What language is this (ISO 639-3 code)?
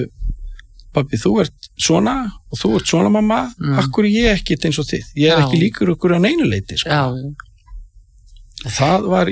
isl